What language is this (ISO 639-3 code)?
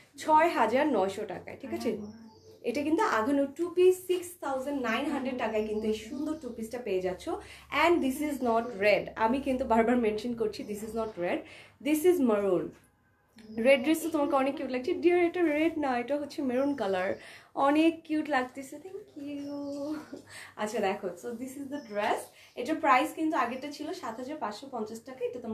ben